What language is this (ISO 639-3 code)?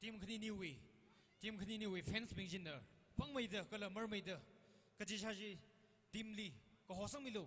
nmf